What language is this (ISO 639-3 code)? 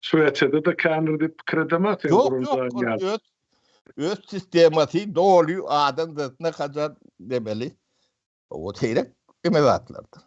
tuk